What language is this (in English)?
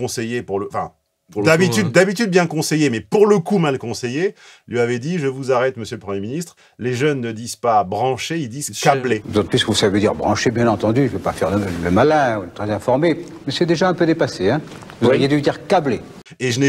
French